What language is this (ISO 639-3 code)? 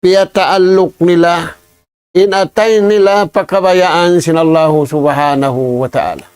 tsg